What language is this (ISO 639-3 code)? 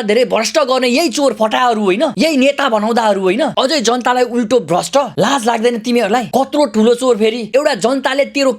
nep